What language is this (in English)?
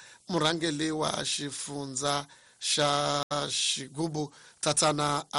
Tsonga